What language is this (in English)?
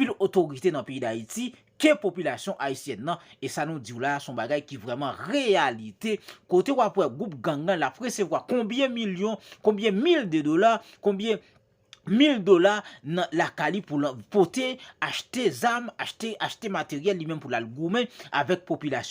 Haitian Creole